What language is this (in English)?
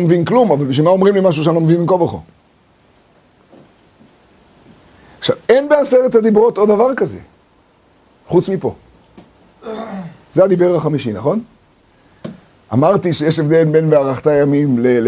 Hebrew